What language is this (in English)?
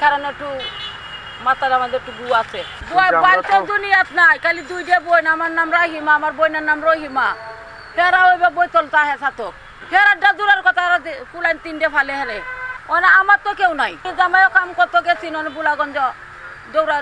Sylheti